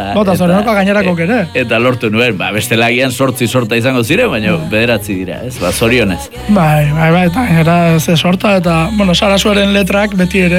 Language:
Basque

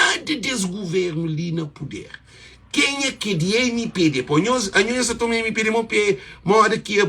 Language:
Kabuverdianu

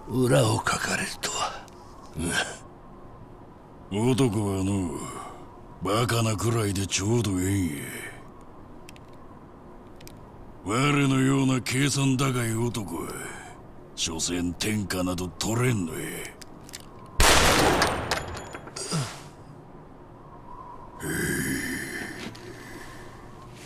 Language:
Japanese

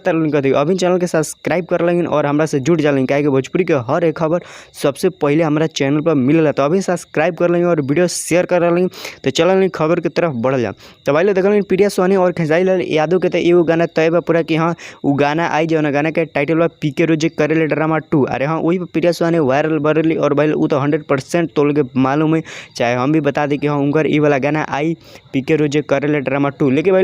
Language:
Bhojpuri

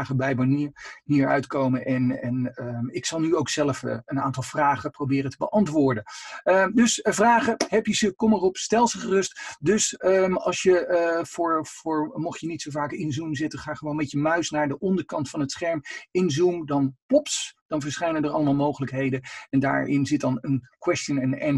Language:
Dutch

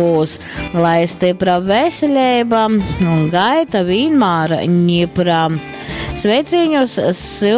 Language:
Latgalian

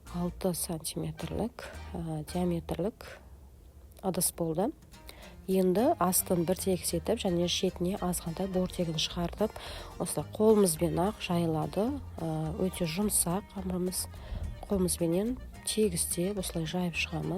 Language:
Kazakh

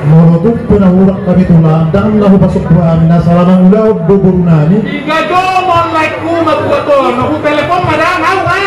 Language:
Batak Toba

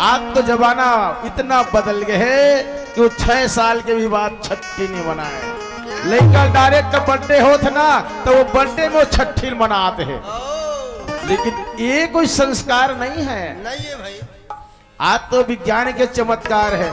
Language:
Chhattisgarhi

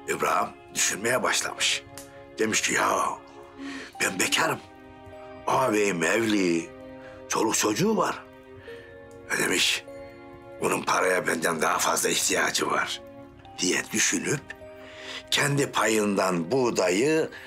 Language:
Turkish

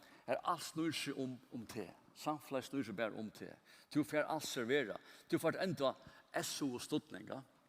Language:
Faroese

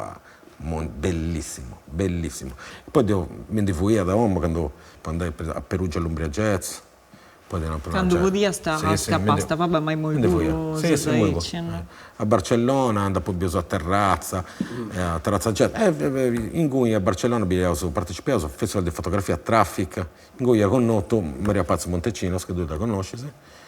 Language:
Sardinian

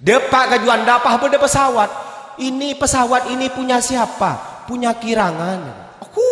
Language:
Madurese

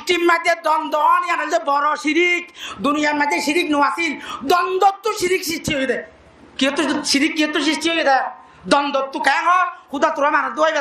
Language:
Rohingya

